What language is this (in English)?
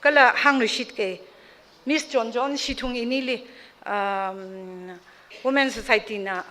Tangkhul Naga (India)